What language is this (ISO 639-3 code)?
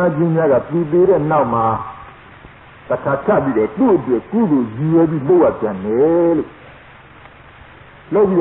mya